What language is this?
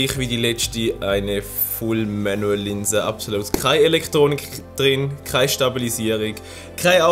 Swiss German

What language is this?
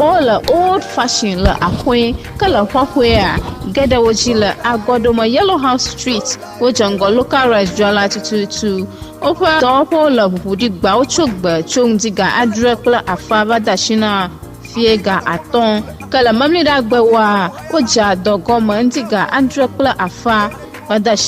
Ewe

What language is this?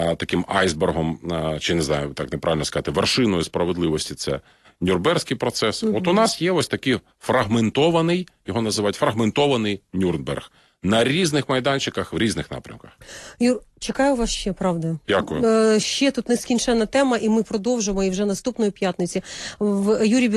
Ukrainian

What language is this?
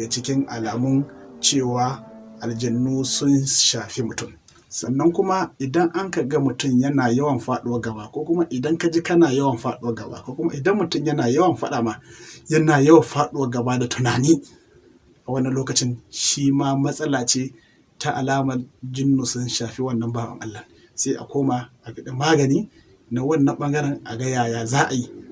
Hausa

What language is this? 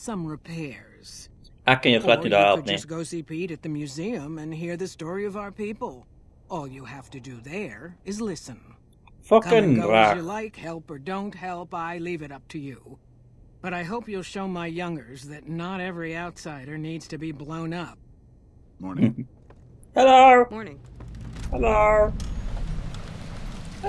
Afrikaans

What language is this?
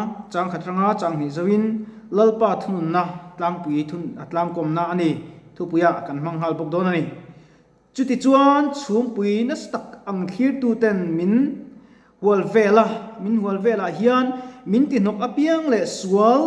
Mizo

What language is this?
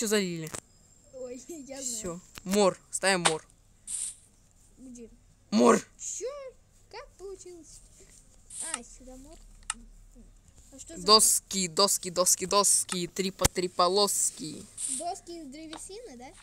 Russian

